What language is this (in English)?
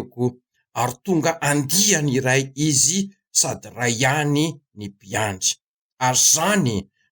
Malagasy